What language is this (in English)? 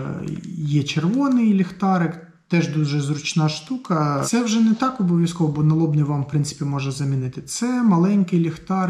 Ukrainian